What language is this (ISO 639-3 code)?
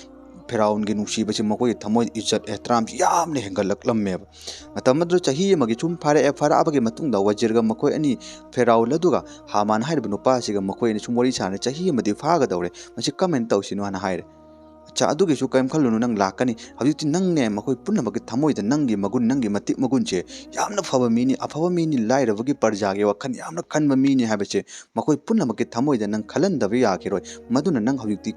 mni